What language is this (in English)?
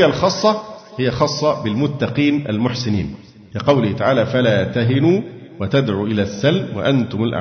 Arabic